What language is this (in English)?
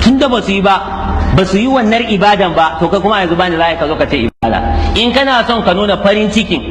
Hausa